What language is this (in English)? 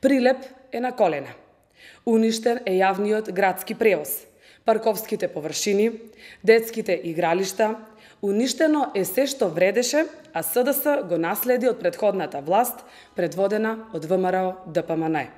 Macedonian